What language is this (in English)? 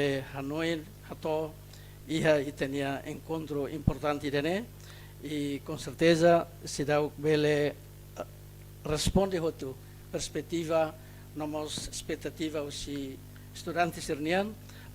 Tetum